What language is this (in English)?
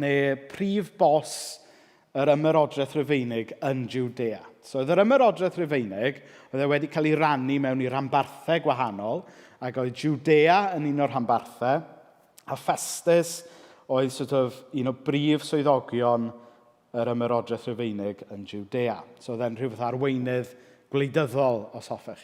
Welsh